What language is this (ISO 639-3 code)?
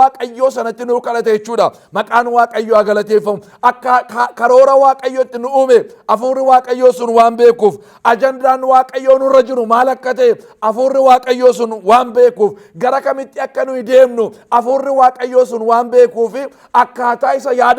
orm